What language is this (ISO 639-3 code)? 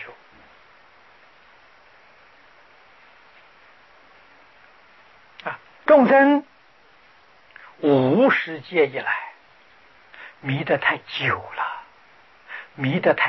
zho